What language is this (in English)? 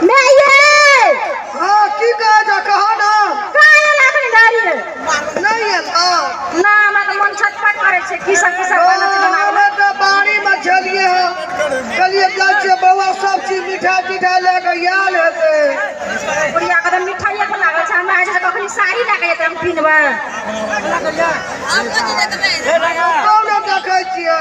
Maithili